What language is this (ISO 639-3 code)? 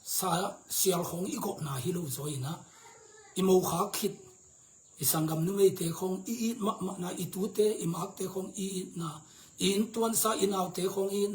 ctd